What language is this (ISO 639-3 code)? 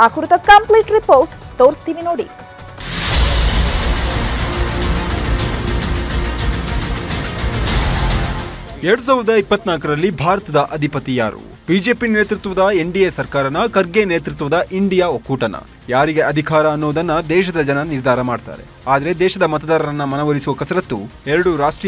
kan